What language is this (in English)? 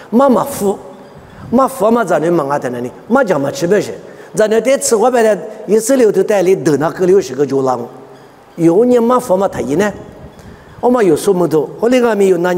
Lisu